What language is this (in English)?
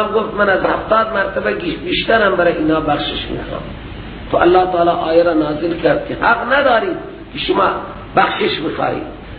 Persian